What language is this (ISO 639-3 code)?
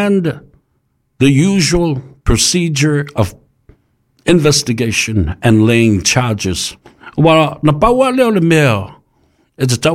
smo